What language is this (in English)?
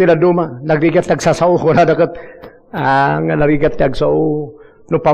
Iloko